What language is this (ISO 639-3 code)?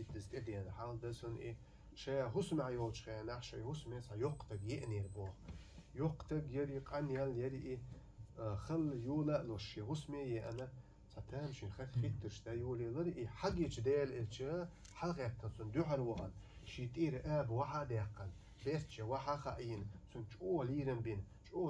che